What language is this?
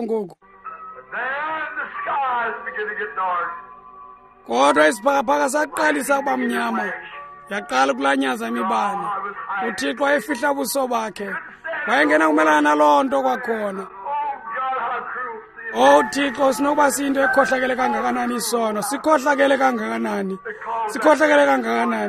Xhosa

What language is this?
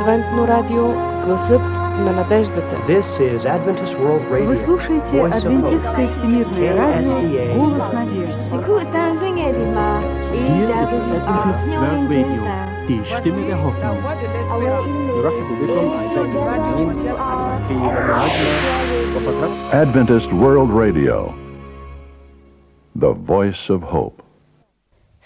Bulgarian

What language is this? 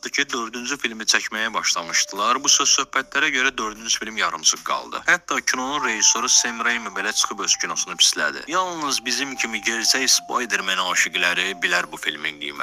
Azerbaijani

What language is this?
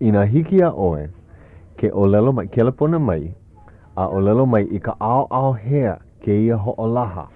Hawaiian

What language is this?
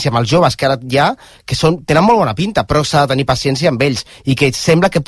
Catalan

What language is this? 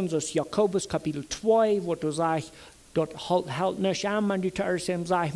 Plautdietsch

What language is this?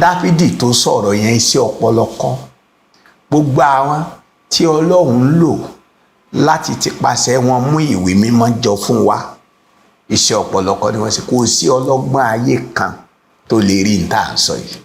Yoruba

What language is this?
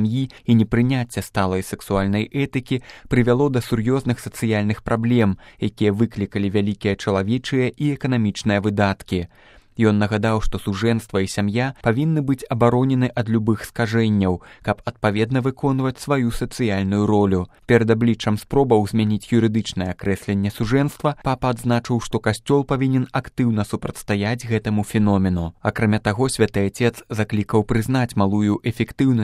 Belarusian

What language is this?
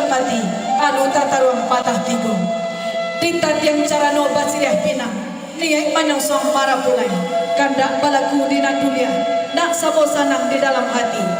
Minangkabau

